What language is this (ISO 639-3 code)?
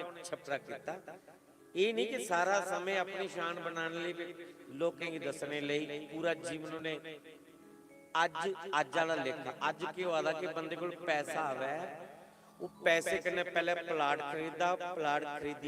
doi